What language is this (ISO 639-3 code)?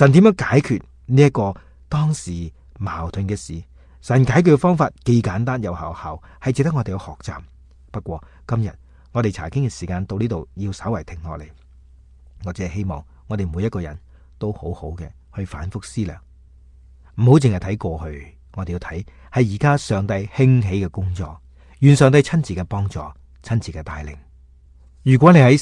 yue